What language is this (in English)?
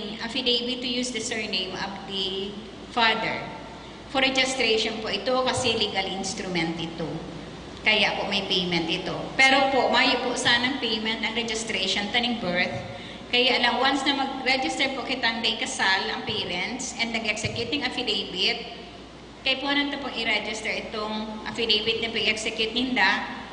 Bikol